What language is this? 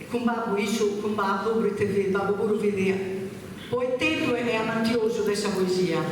Sardinian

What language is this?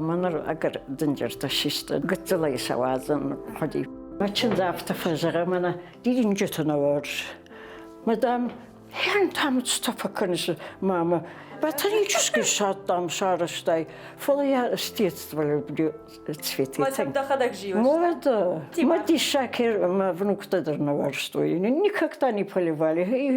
Ossetic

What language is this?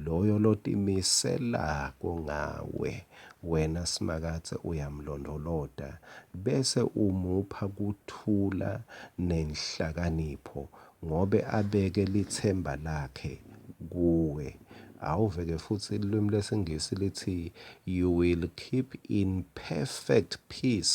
Swati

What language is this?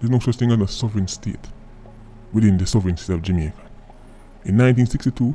Jamaican Creole English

